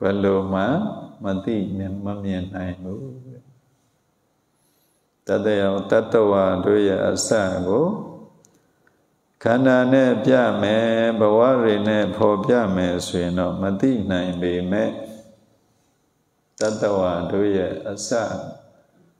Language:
Burmese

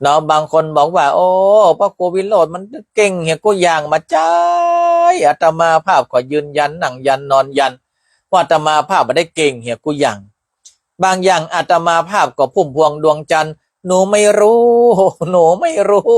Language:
Northern Thai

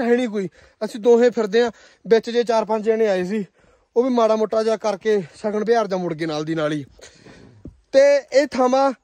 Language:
Punjabi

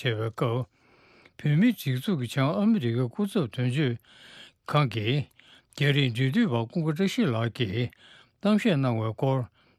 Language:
Tibetan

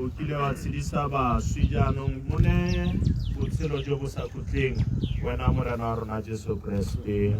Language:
Tswana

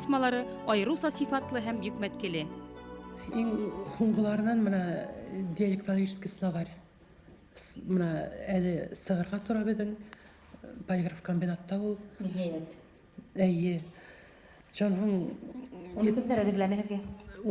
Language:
Bashkir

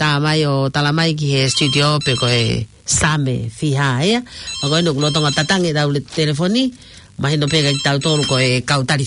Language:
Tongan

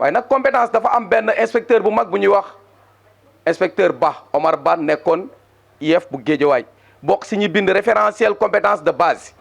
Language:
Wolof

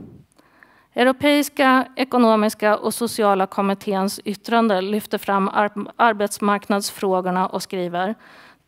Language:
Swedish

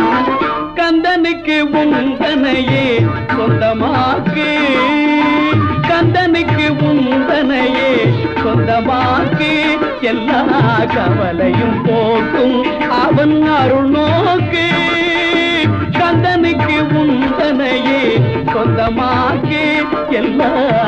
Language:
Tamil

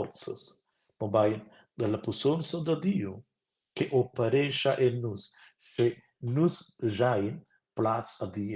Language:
Romansh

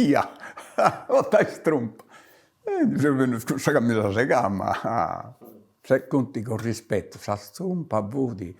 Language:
Sardinian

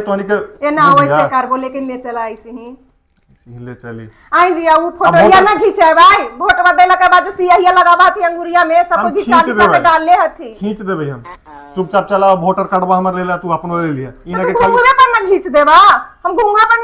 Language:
Magahi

